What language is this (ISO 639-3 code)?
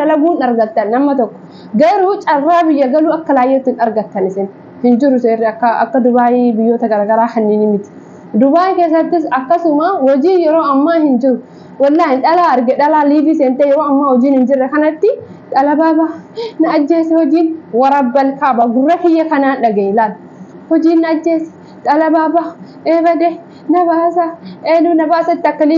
orm